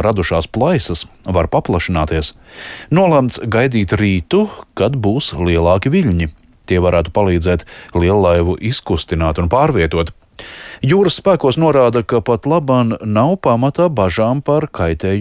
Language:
Latvian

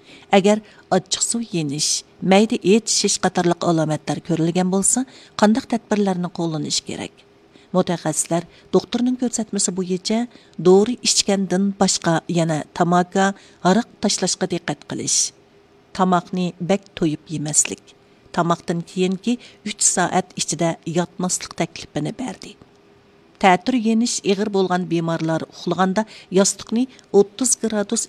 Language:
Uyghur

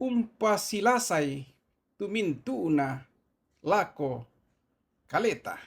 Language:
Toraja-Sa'dan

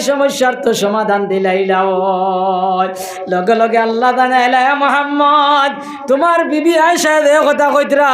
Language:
Sylheti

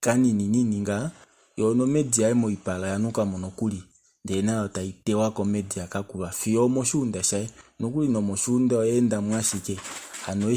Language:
Kuanyama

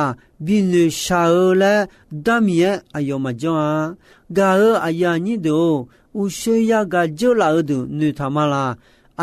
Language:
Akha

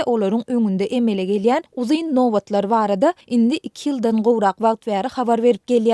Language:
Turkmen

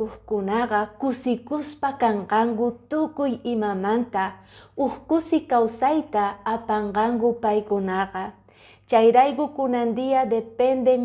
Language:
Quechua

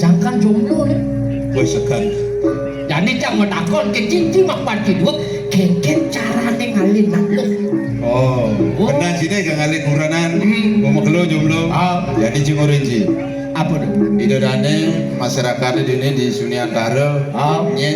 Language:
Balinese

